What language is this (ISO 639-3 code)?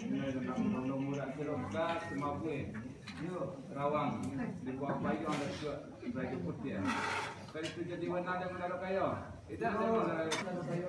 min